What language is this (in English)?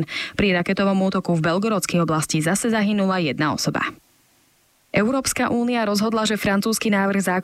Slovak